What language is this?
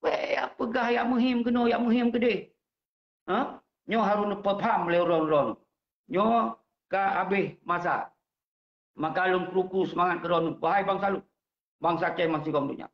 Achinese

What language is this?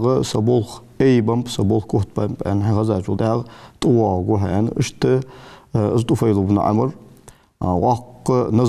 Ingush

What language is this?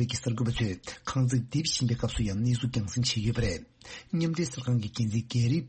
Tibetan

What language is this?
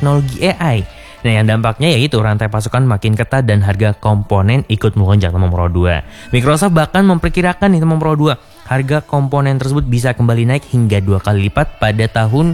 Indonesian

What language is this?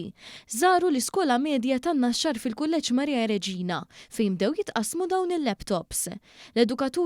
Maltese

